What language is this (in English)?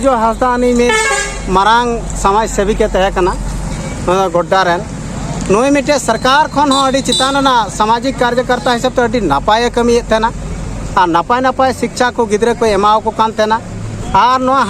Santali